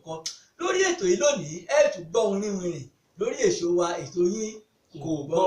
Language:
Yoruba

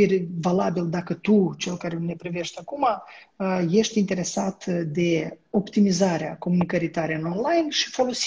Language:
Romanian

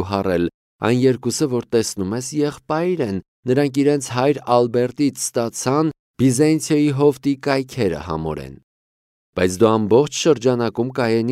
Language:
Armenian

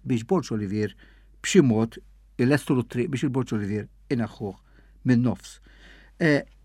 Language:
Maltese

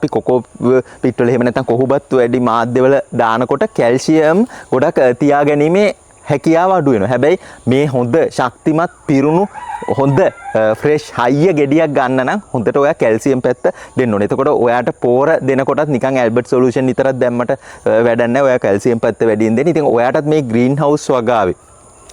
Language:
Sinhala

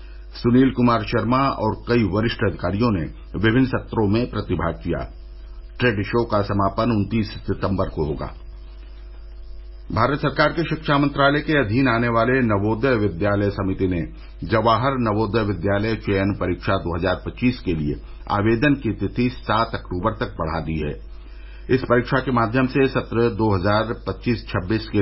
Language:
Hindi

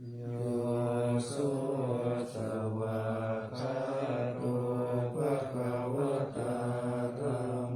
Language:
Pali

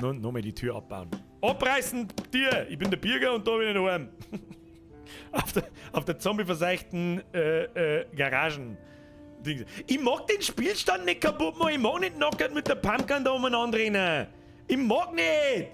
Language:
Bavarian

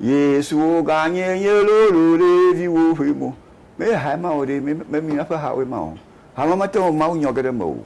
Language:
Ewe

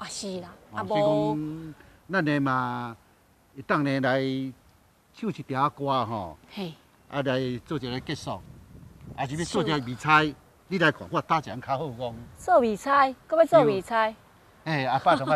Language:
Min Nan Chinese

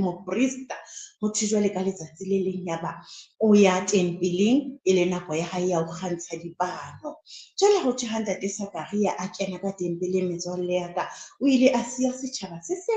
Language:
Southern Sotho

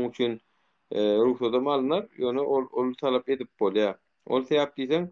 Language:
Turkmen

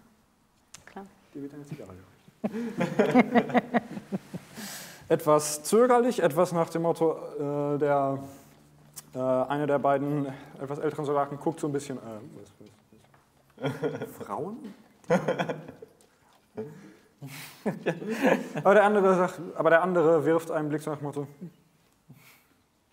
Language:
German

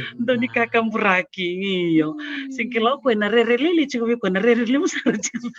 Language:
Fijian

